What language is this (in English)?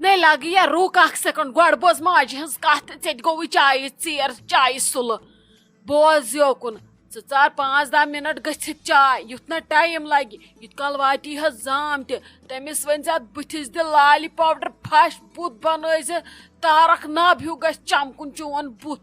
Kashmiri